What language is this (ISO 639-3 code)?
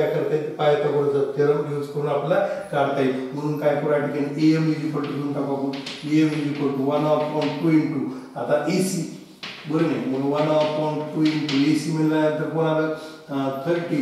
mar